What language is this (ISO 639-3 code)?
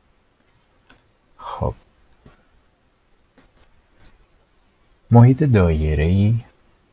fas